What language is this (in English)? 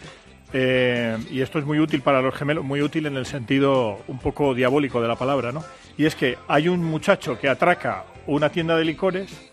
Spanish